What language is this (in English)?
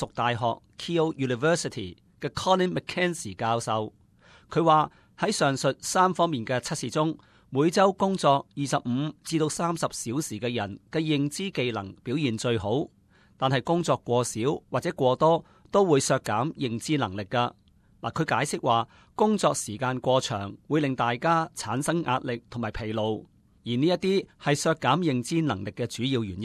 Cantonese